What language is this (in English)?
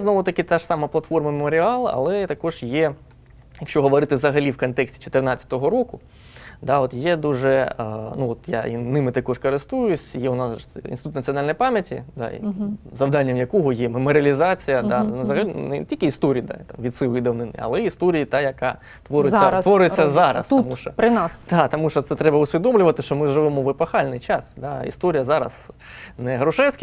Ukrainian